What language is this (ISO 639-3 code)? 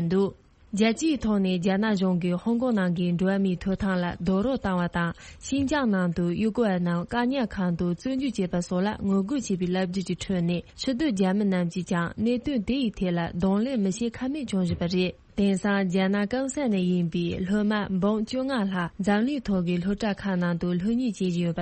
bod